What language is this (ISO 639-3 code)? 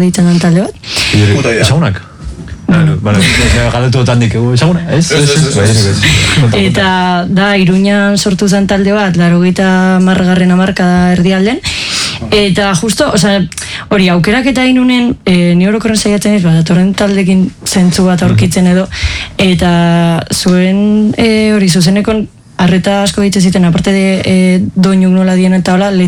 eus